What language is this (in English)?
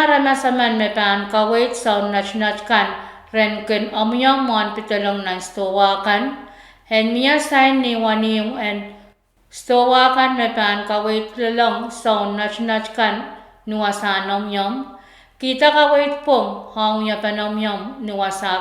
Pohnpeian